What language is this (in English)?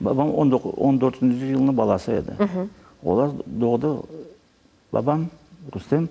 Crimean Tatar